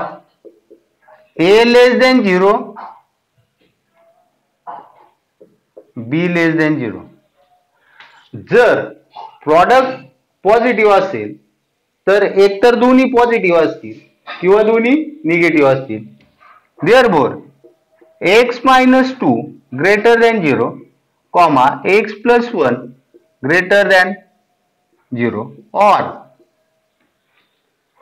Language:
Marathi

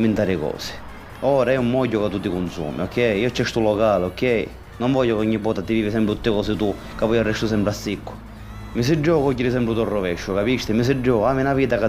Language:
Sicilian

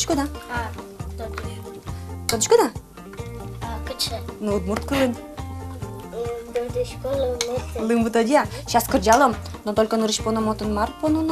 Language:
Udmurt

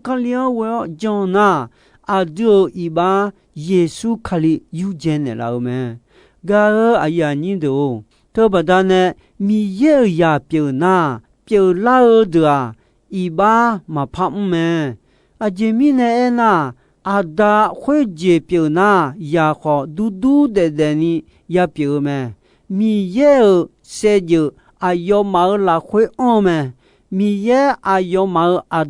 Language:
Akha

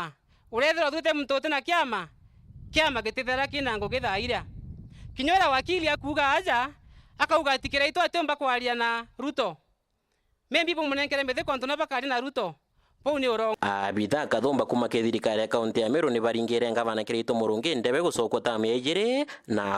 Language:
Meru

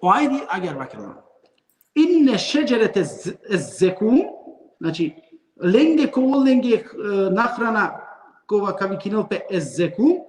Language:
Balkan Romani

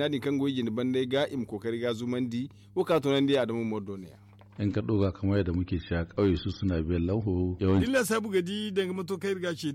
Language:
Zarma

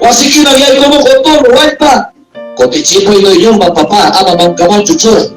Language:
Ayacucho Quechua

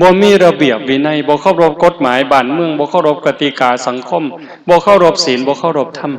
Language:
Northeastern Thai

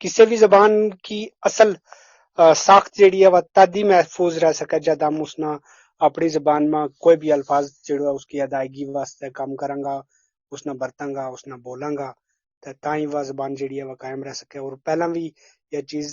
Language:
Gujari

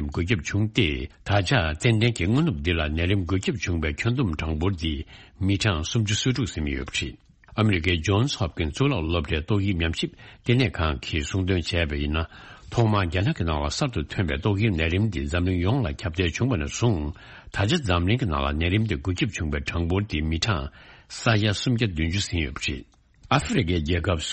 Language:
Tibetan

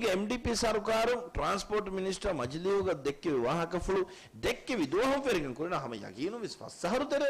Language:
Divehi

